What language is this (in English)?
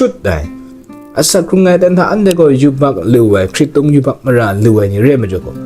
Kachin